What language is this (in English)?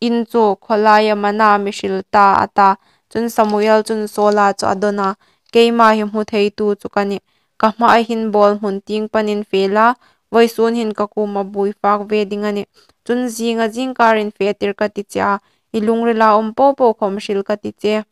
Hmar